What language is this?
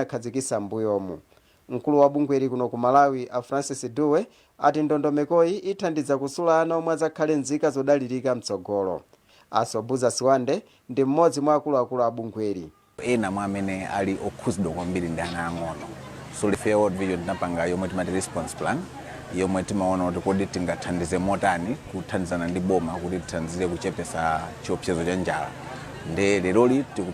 Nyanja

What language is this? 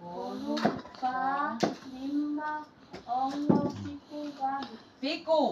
Samoan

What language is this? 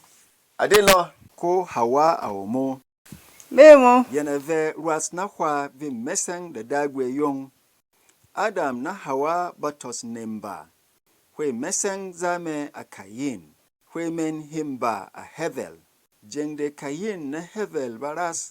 Berom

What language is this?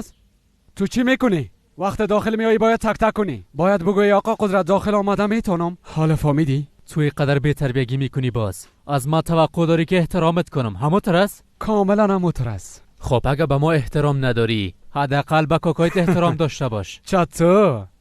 Persian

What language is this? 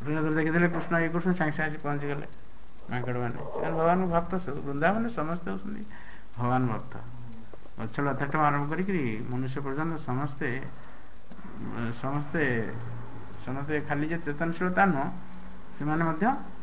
Odia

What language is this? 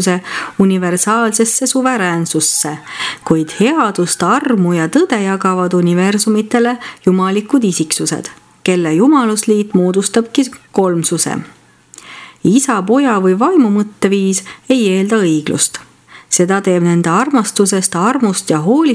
Estonian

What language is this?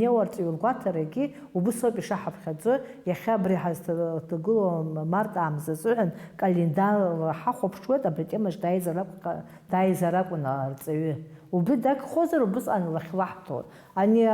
Abkhazian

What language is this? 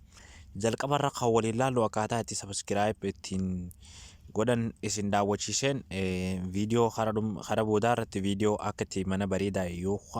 Oromo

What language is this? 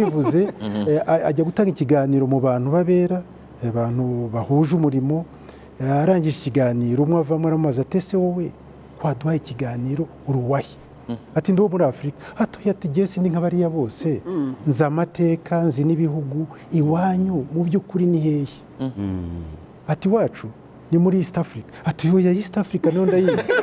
Kinyarwanda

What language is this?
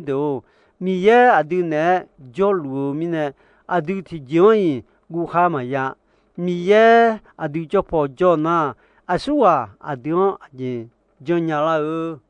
Akha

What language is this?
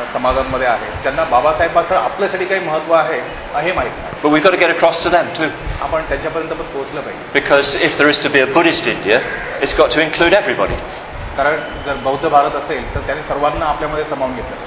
Marathi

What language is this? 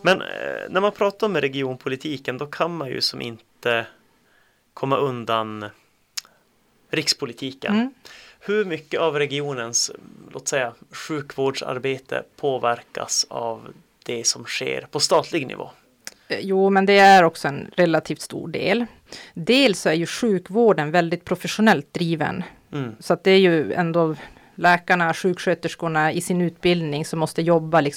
Swedish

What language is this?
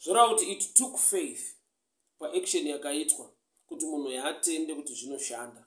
Shona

